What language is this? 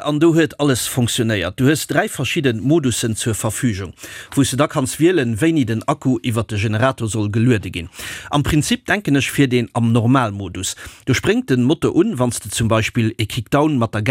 Luxembourgish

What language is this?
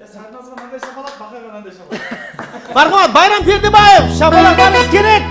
Kara-Kalpak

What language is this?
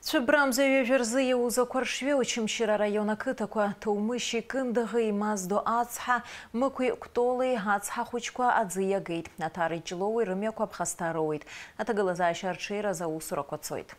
Abkhazian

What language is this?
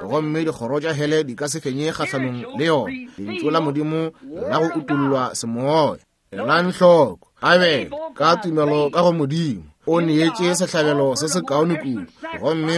Northern Sotho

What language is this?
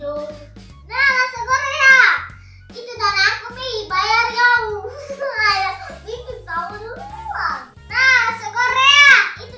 Musi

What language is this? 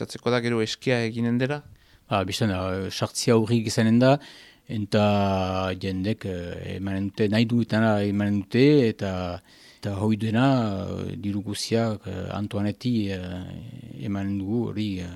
Basque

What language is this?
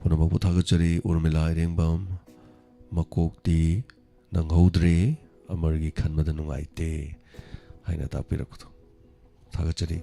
Manipuri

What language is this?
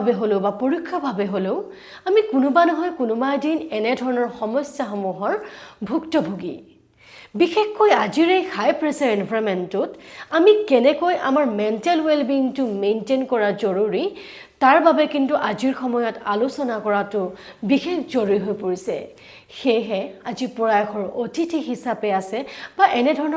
Assamese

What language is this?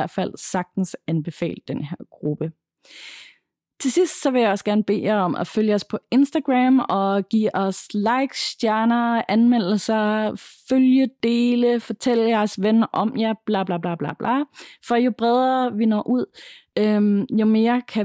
Danish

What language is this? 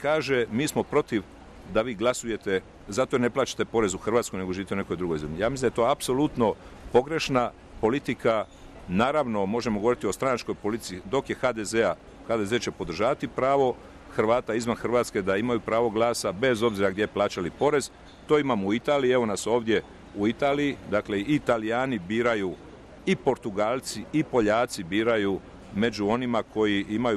Croatian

